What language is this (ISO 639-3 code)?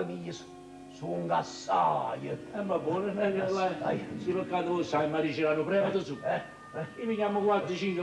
nap